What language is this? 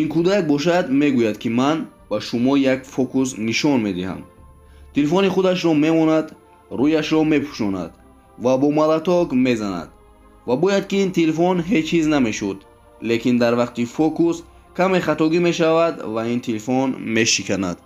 Tajik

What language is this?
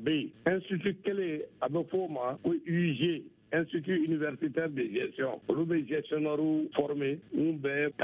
Bambara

